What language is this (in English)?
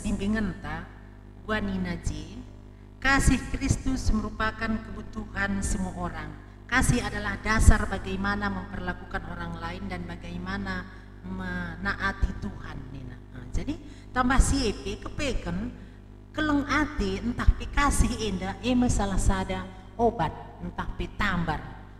Batak Karo